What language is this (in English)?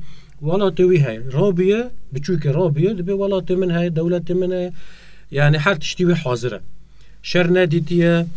Kurdish